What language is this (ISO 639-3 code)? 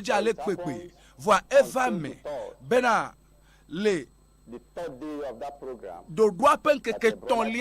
ewe